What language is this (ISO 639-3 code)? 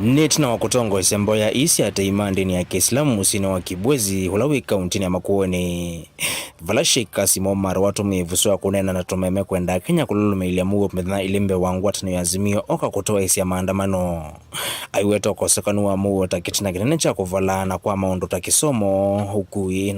kam